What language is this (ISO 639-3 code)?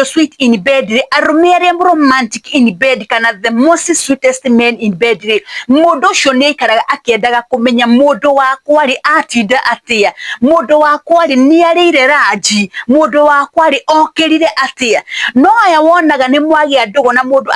kik